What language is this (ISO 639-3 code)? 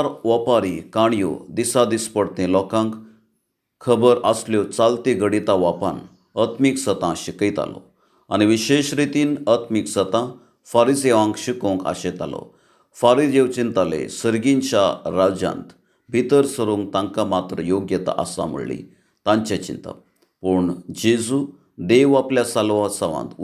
kok